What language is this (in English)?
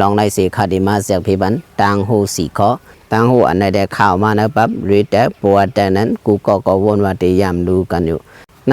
Shan